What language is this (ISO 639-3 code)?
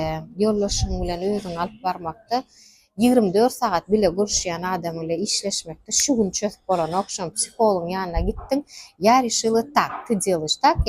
tuk